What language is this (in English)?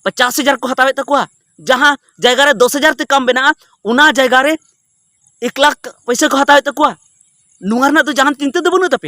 Santali